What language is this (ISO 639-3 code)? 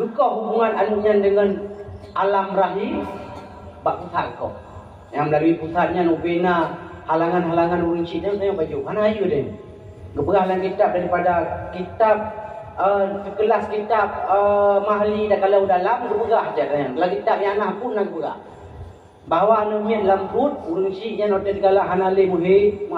ace